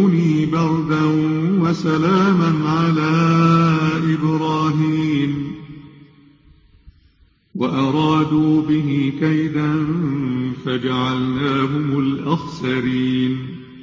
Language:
Arabic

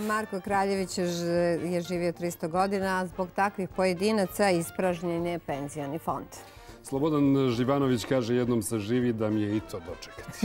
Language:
Bosnian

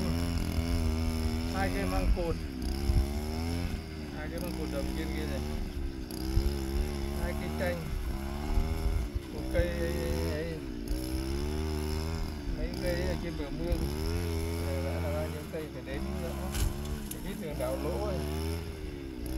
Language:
Vietnamese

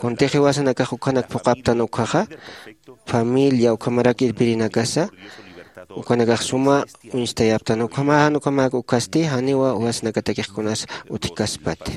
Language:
Aymara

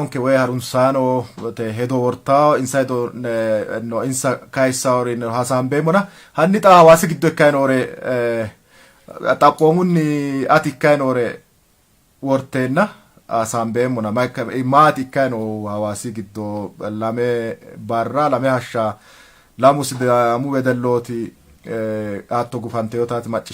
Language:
Sidamo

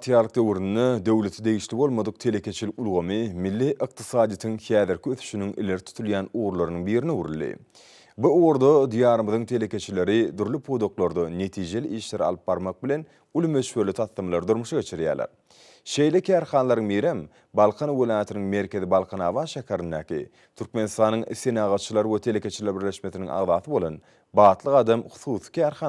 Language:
Turkmen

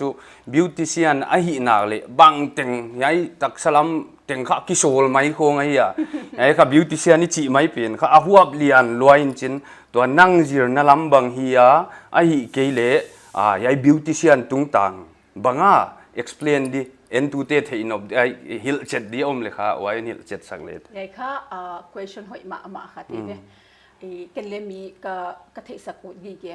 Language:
Paite Chin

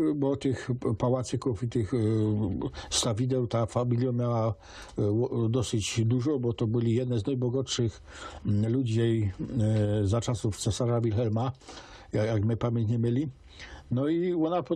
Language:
Silesian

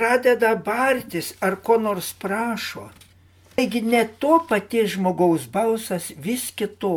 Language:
Lithuanian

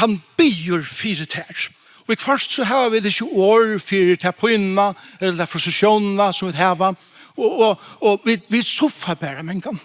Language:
Faroese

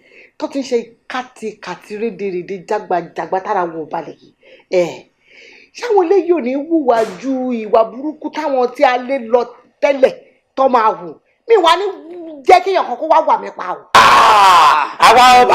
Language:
Yoruba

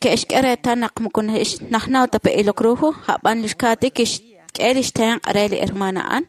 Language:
Kekchí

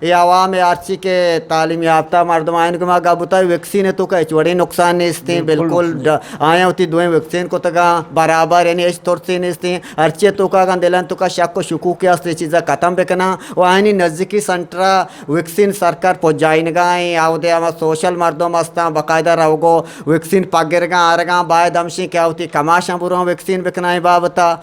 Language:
Eastern Balochi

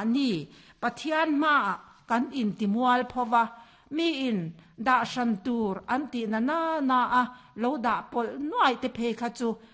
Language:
Mizo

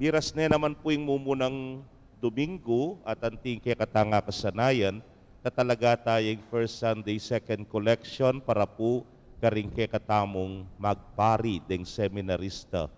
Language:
Pampanga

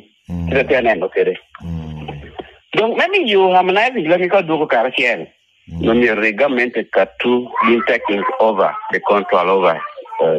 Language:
Lango (Uganda)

